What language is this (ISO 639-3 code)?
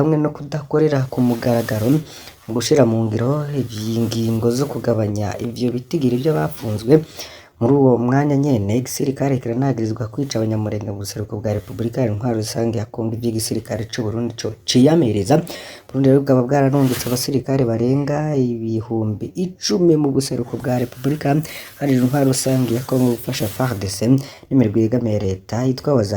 run